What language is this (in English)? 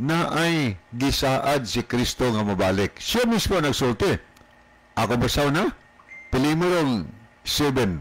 Cebuano